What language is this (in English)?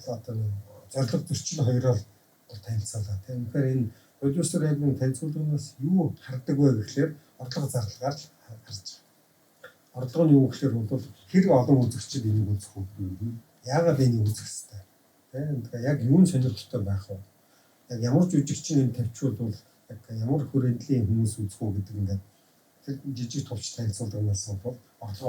Mongolian